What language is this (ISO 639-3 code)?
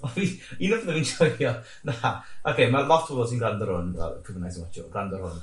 cym